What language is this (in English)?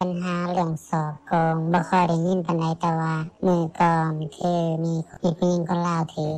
Lao